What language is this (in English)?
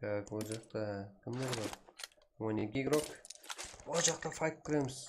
Kara-Kalpak